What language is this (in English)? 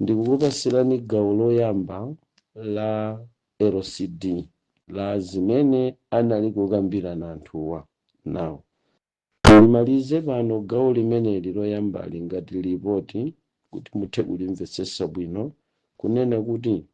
Nyanja